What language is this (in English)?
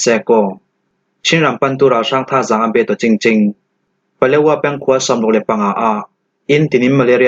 Falam Chin